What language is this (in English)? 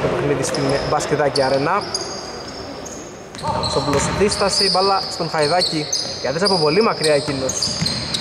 Greek